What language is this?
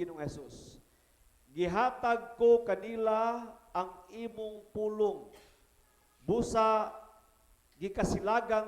Cebuano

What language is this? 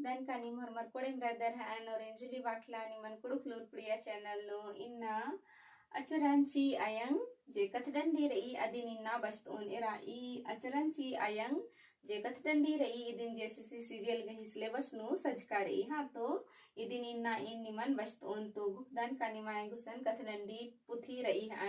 Kurukh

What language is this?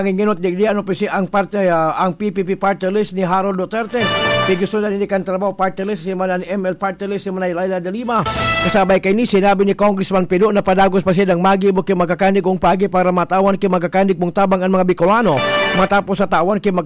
Bikol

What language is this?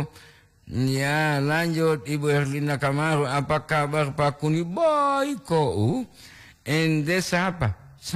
Gorontalo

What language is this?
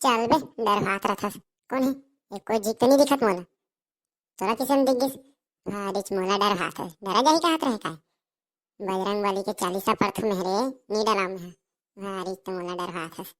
Chhattisgarhi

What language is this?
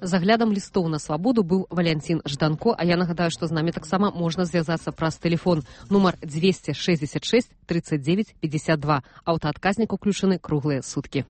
Belarusian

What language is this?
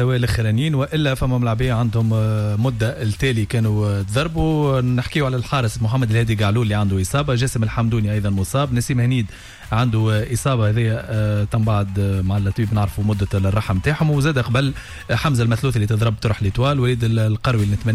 Tunisian Arabic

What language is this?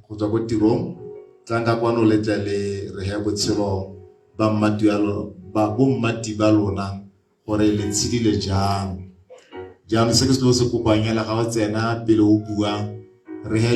Tswana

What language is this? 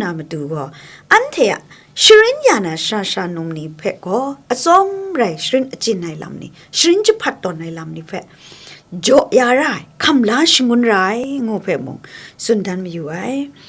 Kachin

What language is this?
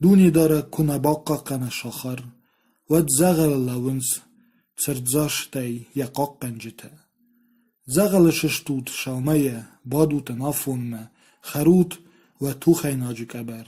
Ossetic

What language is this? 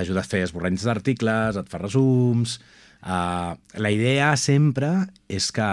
Catalan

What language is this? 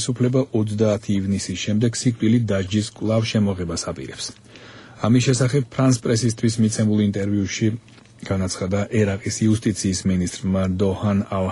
Georgian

